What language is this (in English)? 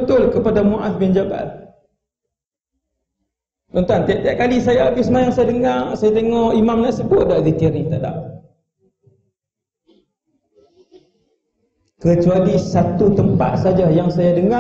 Malay